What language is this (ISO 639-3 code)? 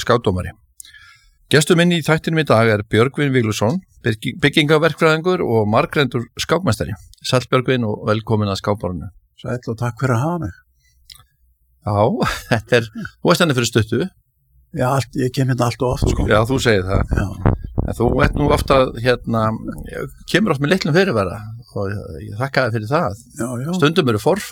isl